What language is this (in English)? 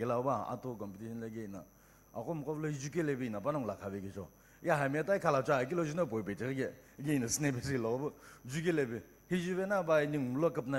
Sumi Naga